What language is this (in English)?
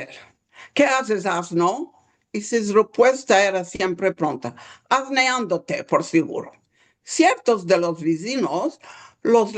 Ladino